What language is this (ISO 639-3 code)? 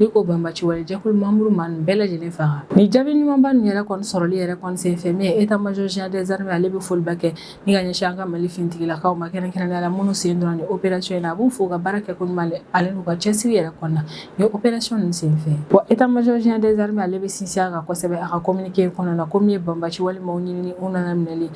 bam